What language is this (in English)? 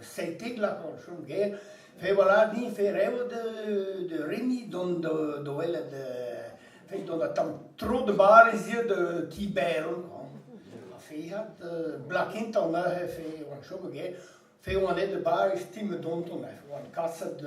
Breton